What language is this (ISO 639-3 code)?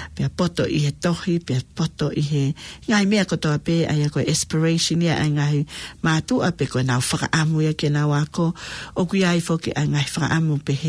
ton